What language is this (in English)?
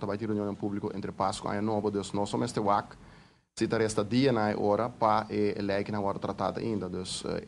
Papiamento